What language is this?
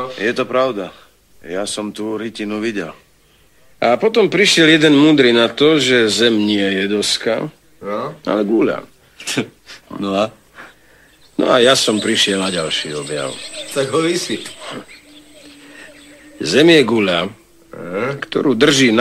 Slovak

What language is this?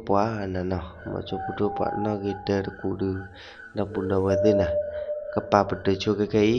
S'gaw Karen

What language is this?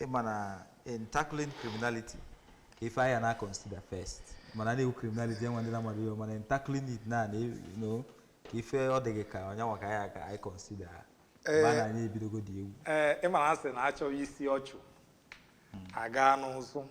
Igbo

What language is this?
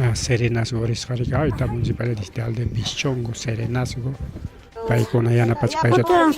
Ayacucho Quechua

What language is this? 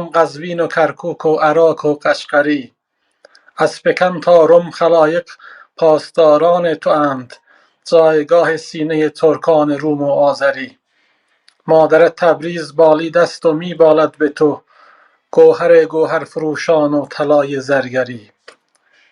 South Azerbaijani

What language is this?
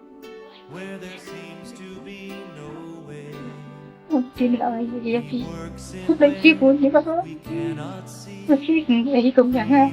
Khasi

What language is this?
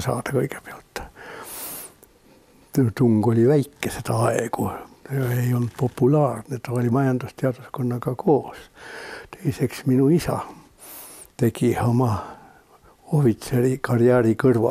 Estonian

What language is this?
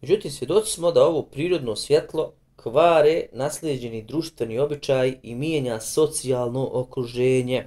Bosnian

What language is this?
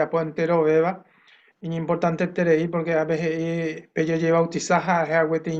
Guarani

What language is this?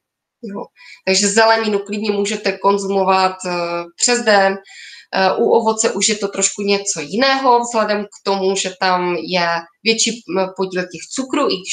Czech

